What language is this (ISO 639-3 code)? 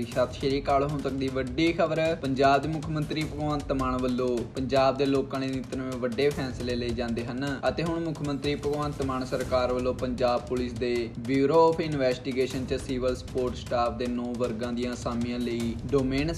pan